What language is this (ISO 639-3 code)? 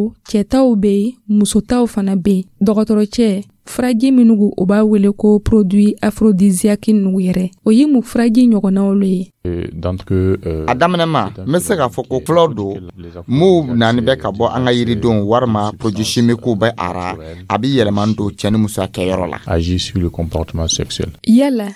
dyu